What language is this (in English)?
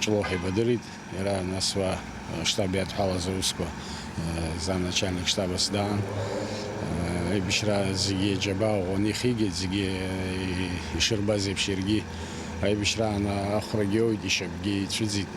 Abkhazian